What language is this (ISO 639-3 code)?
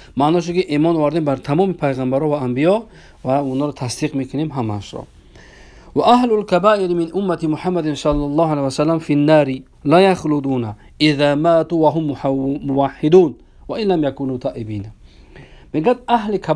tgk